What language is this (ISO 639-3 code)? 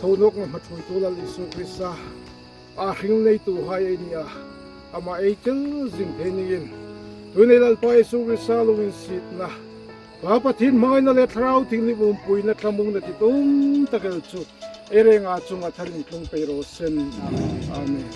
hmr